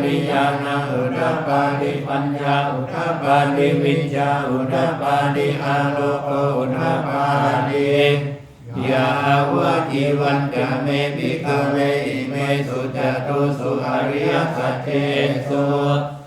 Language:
Pali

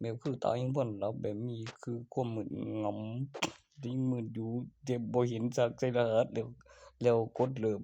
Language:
Northeastern Thai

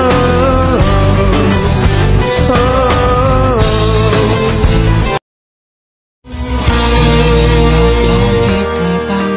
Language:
Malay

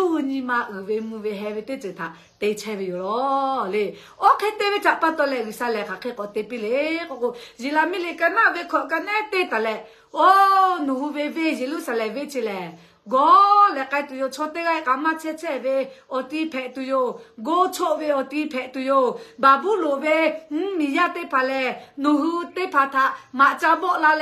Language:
Lahu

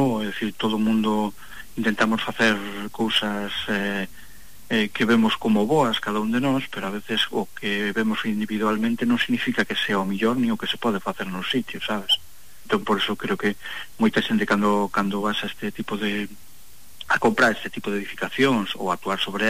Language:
Galician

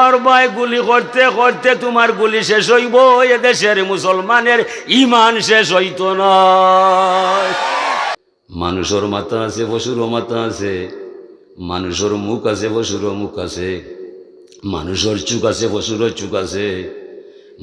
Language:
Sylheti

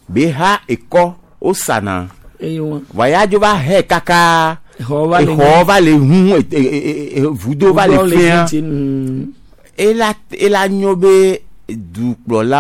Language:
Gen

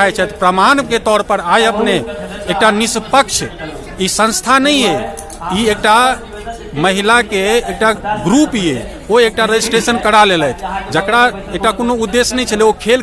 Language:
Maithili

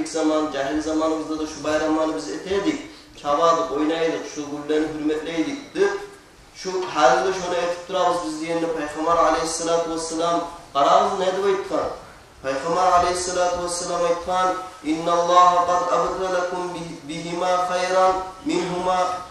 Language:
Kumyk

